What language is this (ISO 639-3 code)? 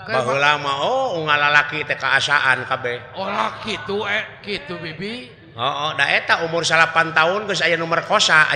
sun